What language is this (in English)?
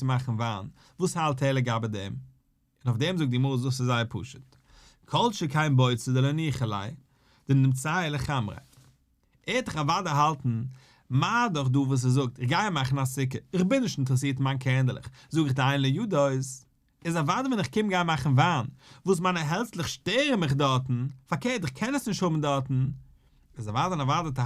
Yiddish